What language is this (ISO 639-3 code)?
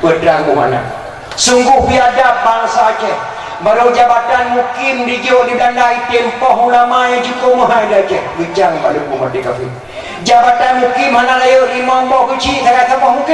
ace